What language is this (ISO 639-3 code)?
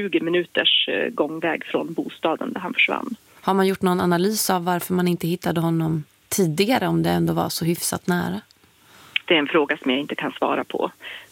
swe